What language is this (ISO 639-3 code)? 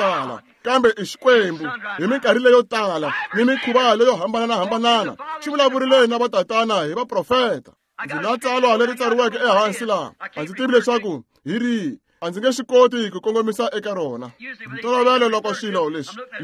tso